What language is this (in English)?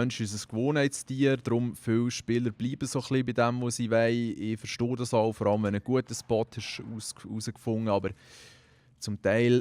Swiss German